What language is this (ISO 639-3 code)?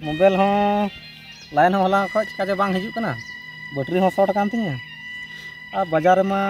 sat